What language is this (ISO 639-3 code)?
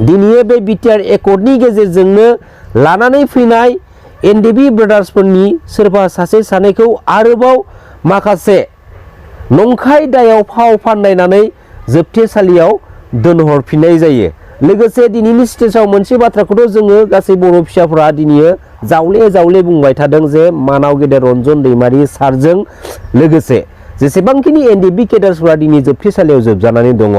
brx